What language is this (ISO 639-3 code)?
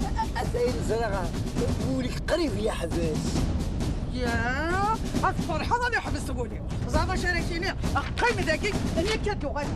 kab